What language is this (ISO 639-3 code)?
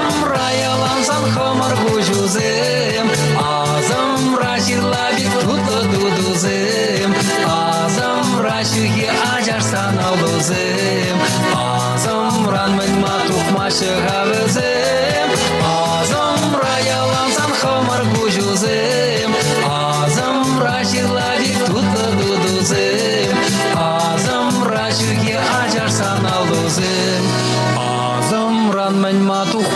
chv